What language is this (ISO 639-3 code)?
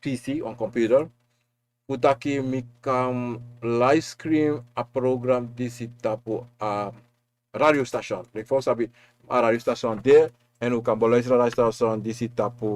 srn